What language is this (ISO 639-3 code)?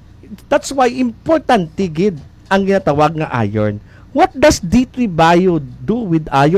hil